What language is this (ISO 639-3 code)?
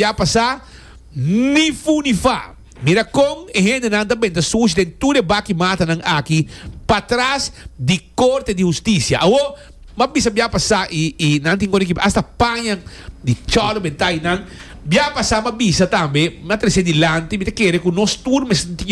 pap